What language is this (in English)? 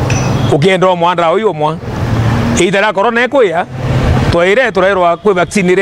Meru